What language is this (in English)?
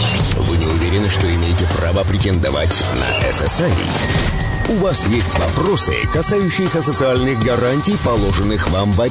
Russian